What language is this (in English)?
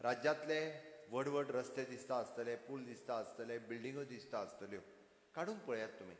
Konkani